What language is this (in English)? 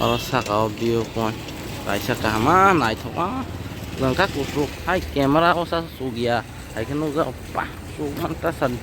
Kok Borok